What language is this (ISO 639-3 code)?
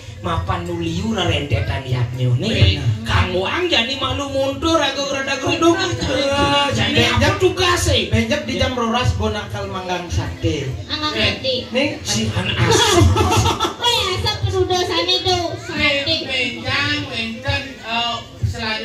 ban